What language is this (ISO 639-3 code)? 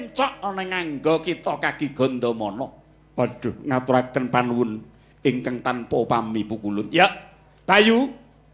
jav